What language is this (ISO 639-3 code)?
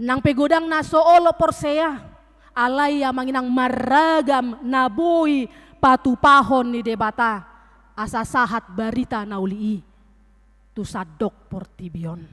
bbc